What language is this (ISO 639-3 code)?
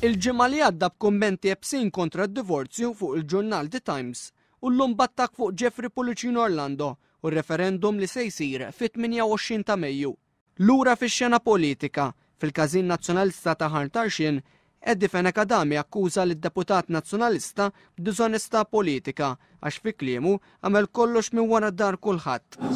mlt